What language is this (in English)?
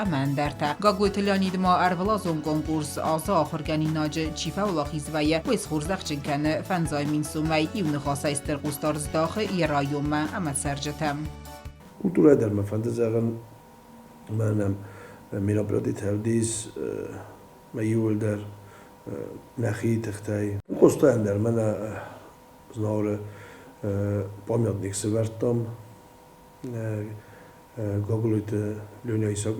Ossetic